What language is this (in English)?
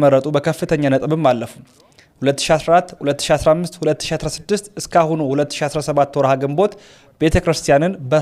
Amharic